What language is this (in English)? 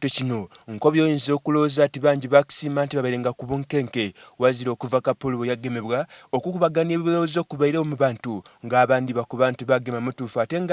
Soga